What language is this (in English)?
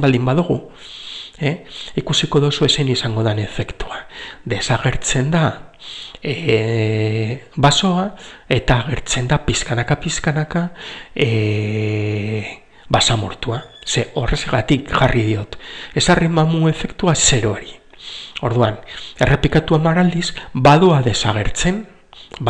Basque